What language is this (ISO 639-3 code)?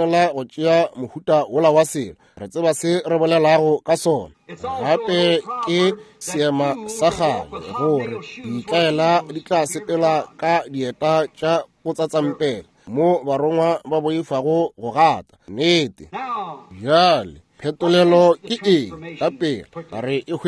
nso